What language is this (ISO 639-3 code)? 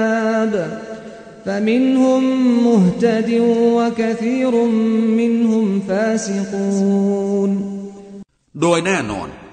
tha